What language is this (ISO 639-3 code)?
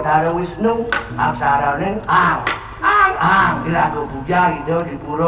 ban